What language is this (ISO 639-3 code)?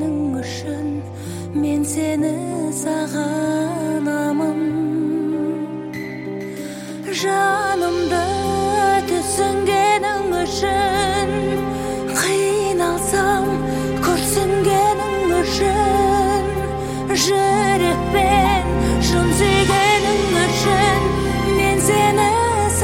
kaz